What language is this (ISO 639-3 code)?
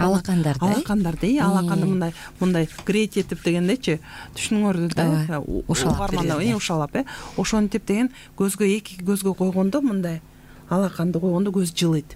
kir